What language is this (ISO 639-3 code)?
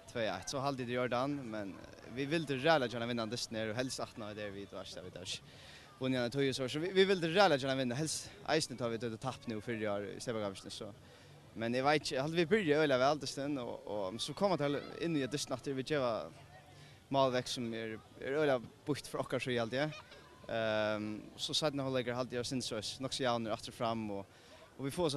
fao